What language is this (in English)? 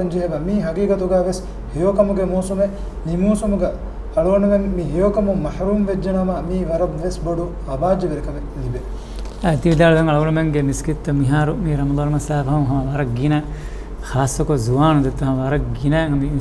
Divehi